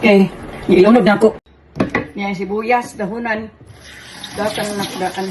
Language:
Cebuano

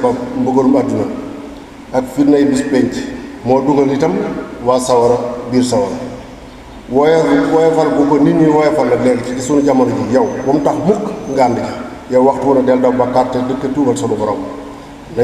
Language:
Wolof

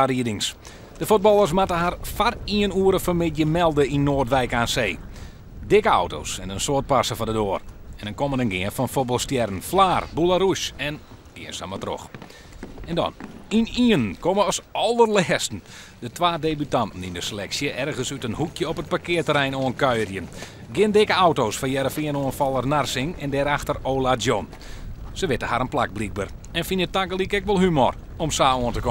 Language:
Western Frisian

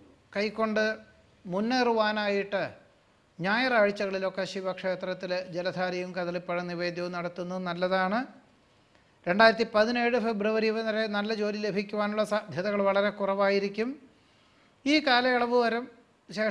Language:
Malayalam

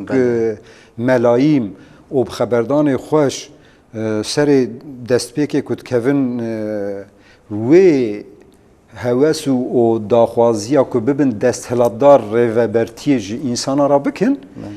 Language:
Kurdish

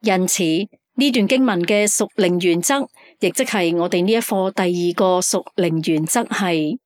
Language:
Cantonese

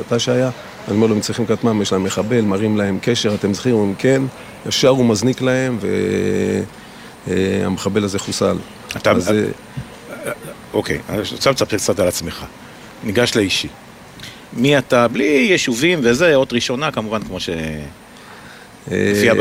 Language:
Hebrew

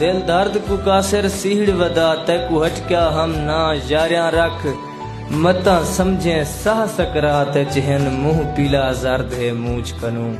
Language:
Saraiki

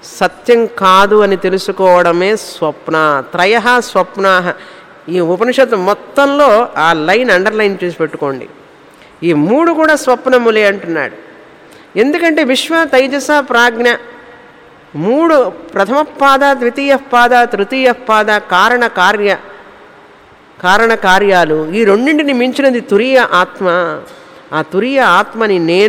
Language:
Telugu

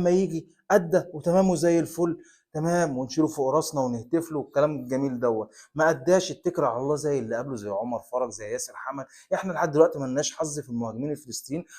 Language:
Egyptian Arabic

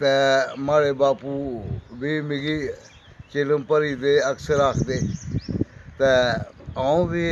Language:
Dogri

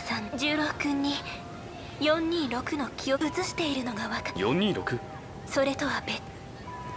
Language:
Japanese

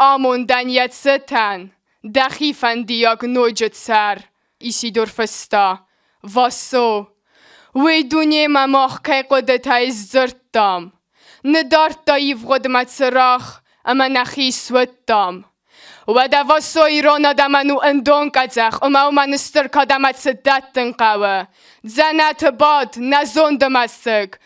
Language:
Ossetic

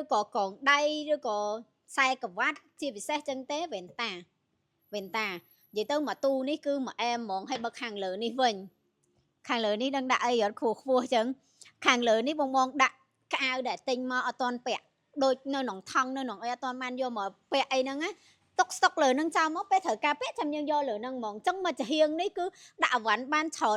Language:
Khmer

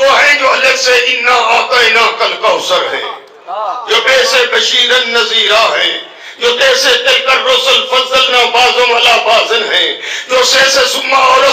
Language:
Urdu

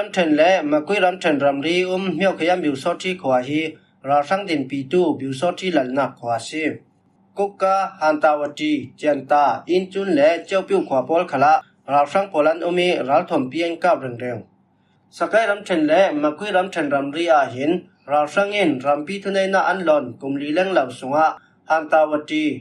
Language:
Falam Chin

